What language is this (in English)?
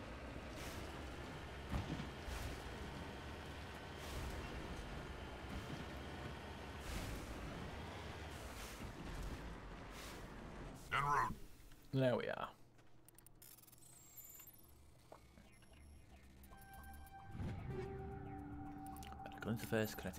English